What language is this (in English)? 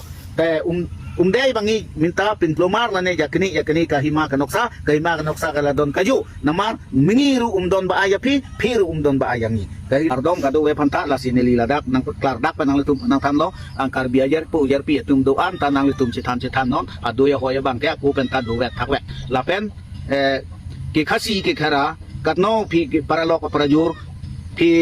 Karbi